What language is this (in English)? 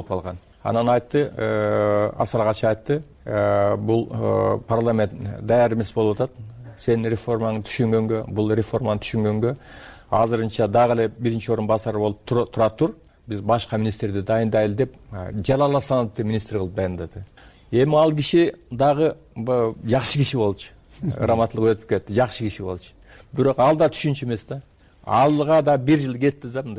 Kyrgyz